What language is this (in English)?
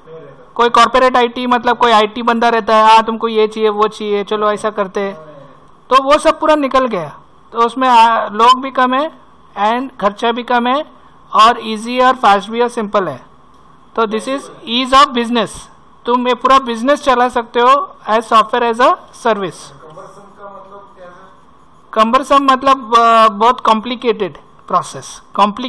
Hindi